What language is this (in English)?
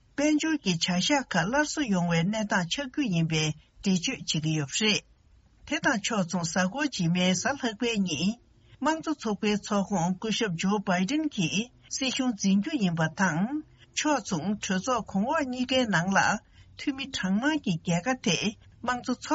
Tibetan